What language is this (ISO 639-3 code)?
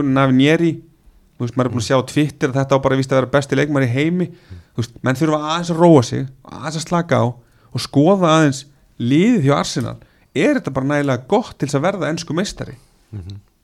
isl